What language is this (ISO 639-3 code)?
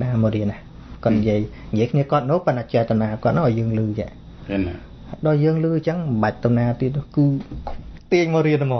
khm